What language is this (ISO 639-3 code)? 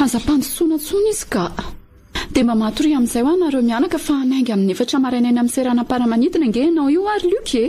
mlg